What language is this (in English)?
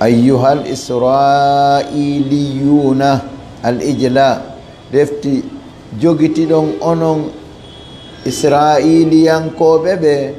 Fula